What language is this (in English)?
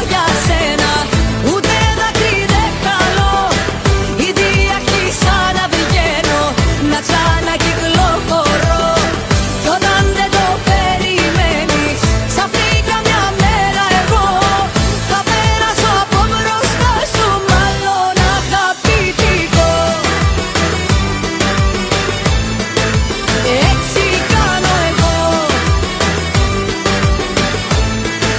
Greek